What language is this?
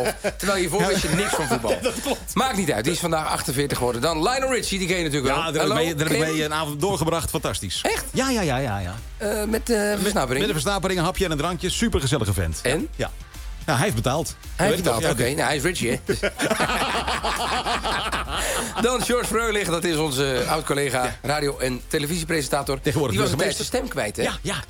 Dutch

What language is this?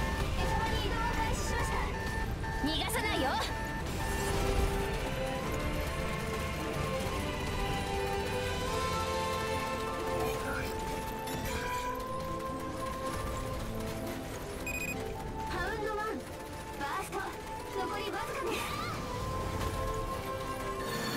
Japanese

